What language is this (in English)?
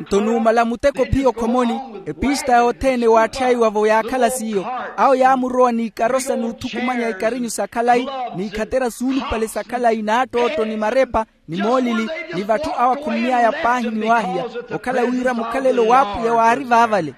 Makhuwa